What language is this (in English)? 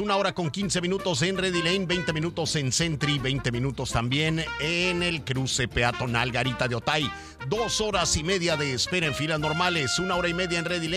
Spanish